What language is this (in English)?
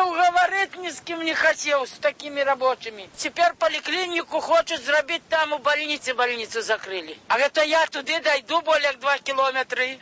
Belarusian